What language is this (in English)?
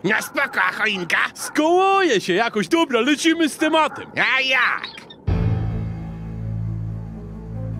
Polish